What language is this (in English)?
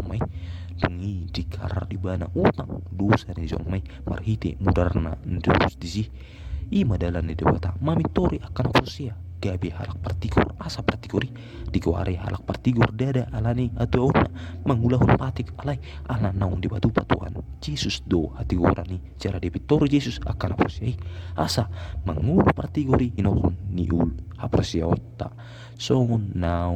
Batak Toba